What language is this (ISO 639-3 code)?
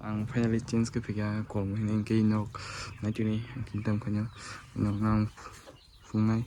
trp